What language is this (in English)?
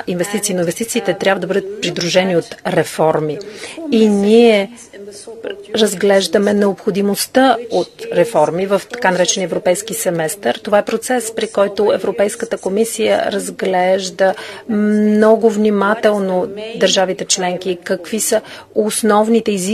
Bulgarian